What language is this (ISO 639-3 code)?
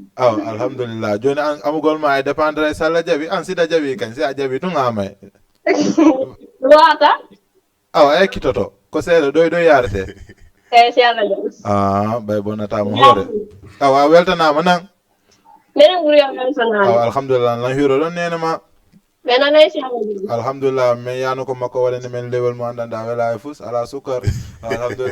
ful